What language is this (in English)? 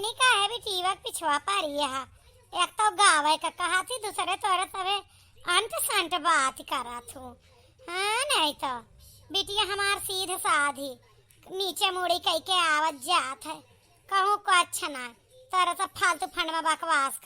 Awadhi